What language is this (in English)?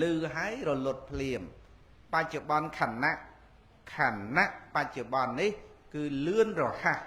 Khmer